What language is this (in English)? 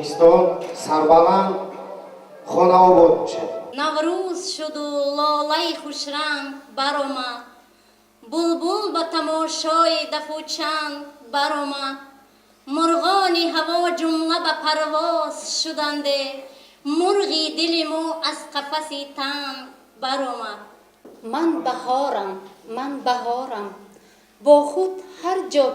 Tajik